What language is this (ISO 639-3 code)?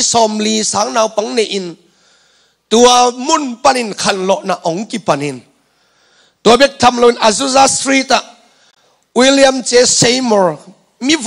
ctd